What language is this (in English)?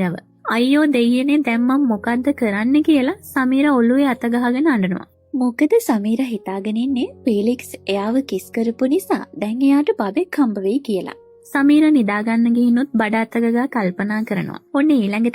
Sinhala